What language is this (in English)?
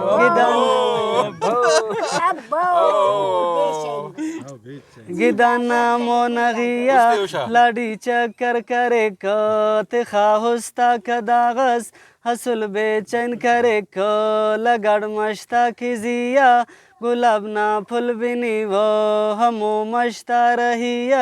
Brahui